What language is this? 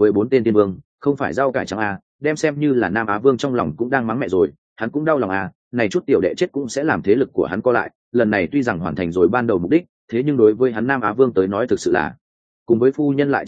Vietnamese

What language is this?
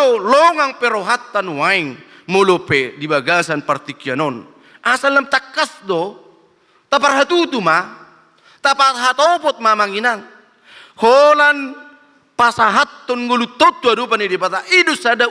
Batak Toba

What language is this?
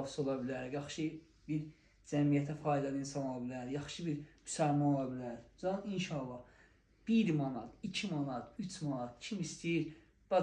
Azerbaijani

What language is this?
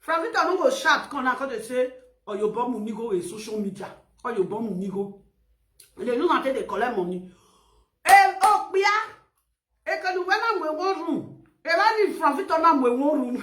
Nigerian Pidgin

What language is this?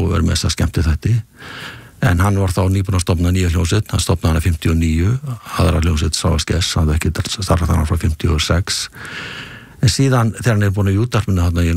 Icelandic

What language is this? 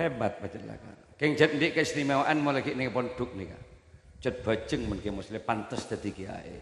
Madurese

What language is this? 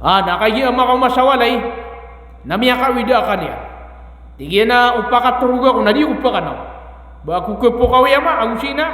Maranao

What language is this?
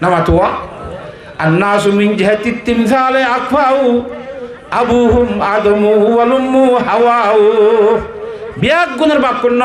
Rohingya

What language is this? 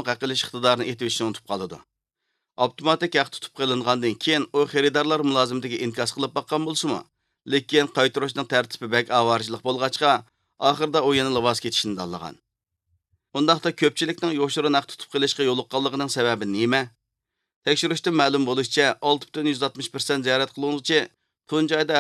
Uyghur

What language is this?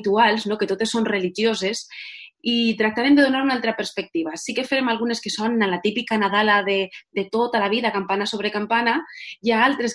Catalan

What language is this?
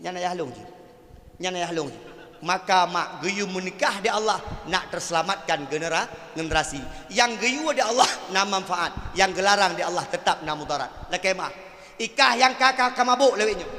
Achinese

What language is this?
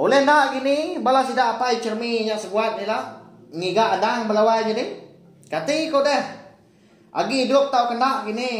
Iban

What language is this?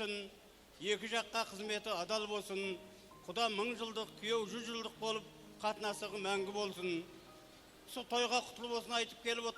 Kara-Kalpak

